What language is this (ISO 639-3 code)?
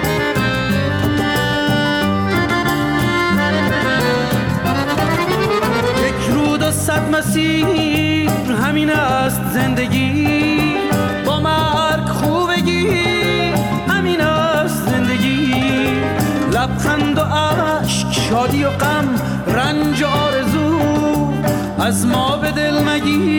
fas